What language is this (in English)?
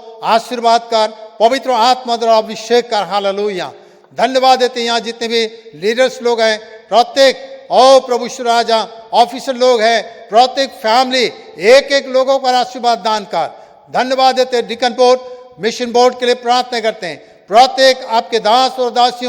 Ao Naga